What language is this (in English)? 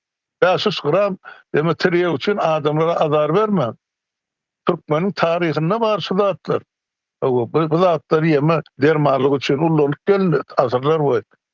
Turkmen